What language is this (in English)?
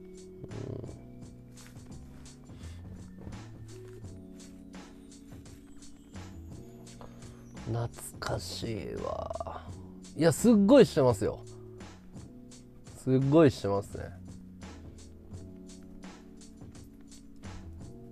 Japanese